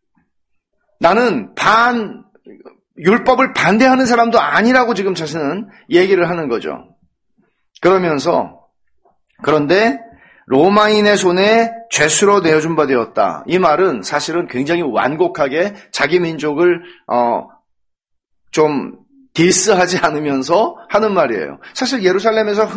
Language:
Korean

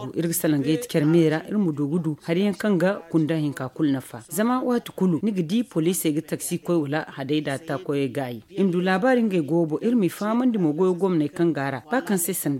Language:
Zarma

